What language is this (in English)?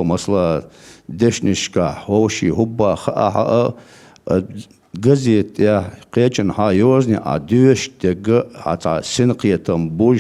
Chechen